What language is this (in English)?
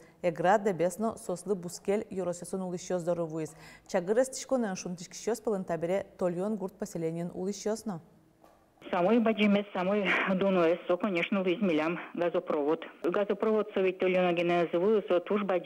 Udmurt